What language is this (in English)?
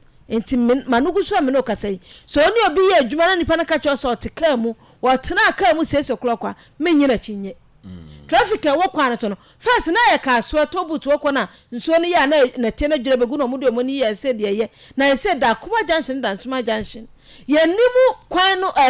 Akan